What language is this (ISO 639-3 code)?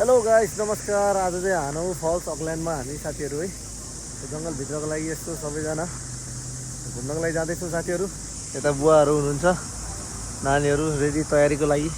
nep